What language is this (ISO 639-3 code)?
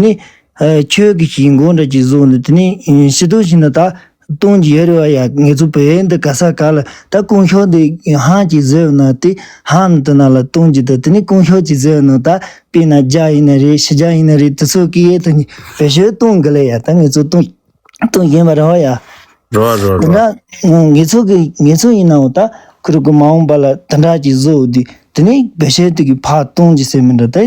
bod